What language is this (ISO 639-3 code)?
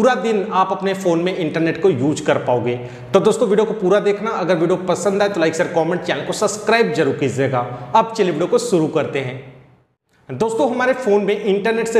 hin